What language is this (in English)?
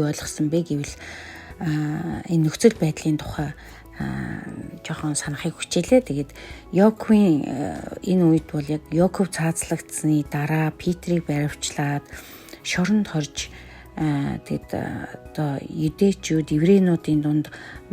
Mongolian